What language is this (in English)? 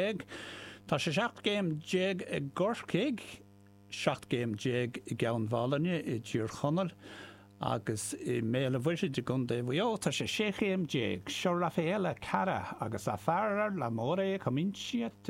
Irish